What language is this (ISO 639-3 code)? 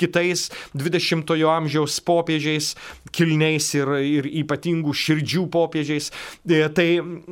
lit